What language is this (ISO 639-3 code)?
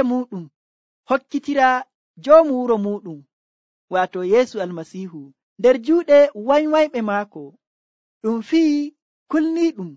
fuv